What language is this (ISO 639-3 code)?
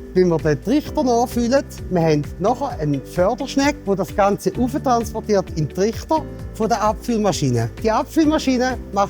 gsw